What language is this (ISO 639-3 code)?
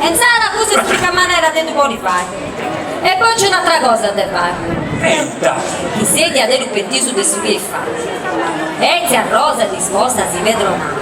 srd